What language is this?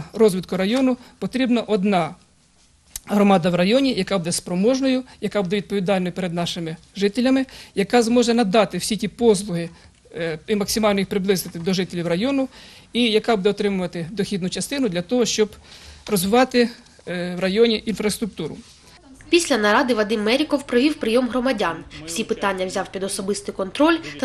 Ukrainian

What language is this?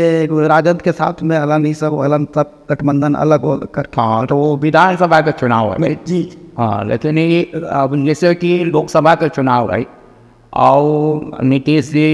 Magahi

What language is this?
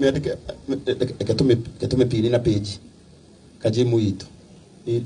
Kikuyu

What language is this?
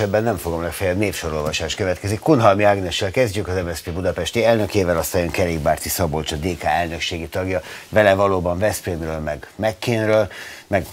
Hungarian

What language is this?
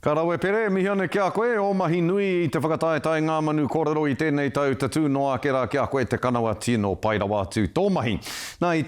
Māori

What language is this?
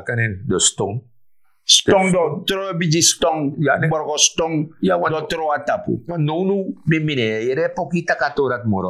Sranan Tongo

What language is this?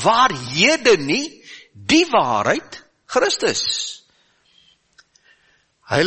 Afrikaans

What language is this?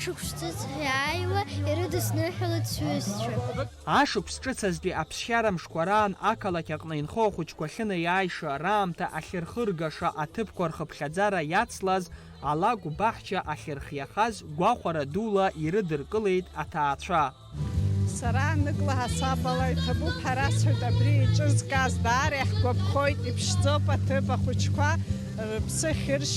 Abkhazian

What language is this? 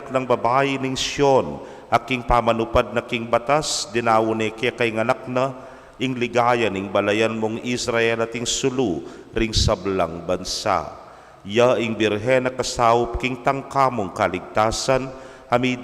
Pampanga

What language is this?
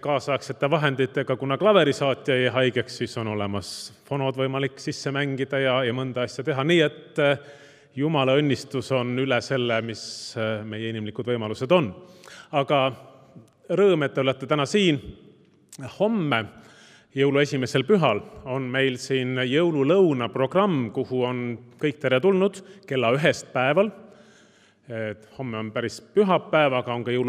Estonian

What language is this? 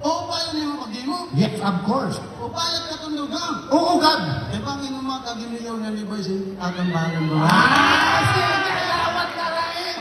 Waray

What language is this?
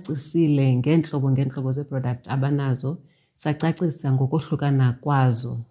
Xhosa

